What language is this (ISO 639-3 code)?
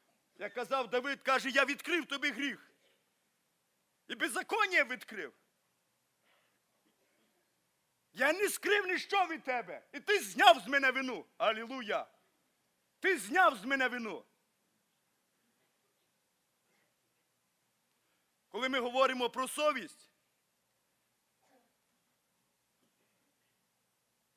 ukr